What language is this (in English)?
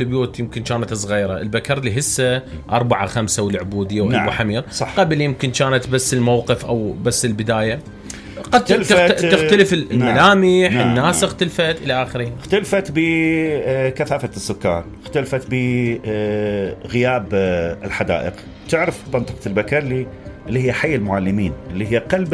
Mesopotamian Arabic